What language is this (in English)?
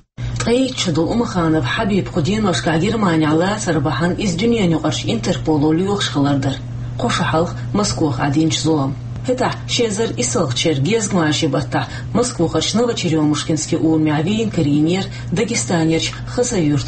Chechen